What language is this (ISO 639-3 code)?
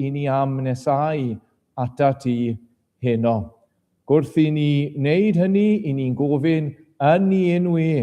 cym